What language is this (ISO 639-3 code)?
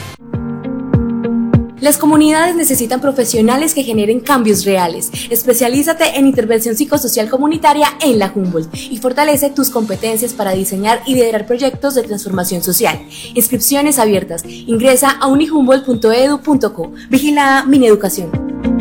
spa